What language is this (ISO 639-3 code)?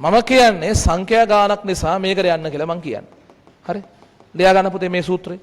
sin